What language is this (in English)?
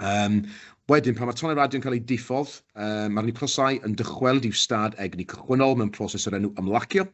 Welsh